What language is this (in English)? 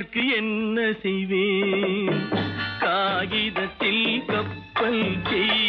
Tamil